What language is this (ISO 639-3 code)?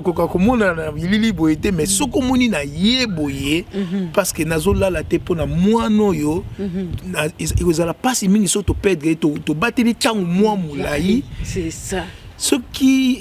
lin